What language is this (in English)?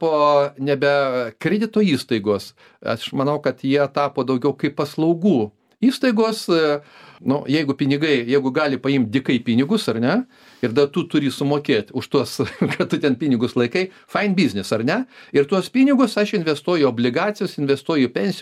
Lithuanian